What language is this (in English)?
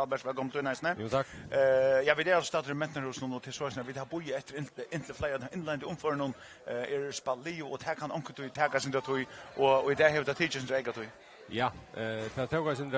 Faroese